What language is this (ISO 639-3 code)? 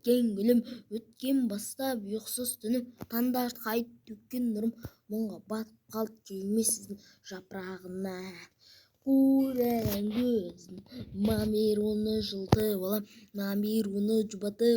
kaz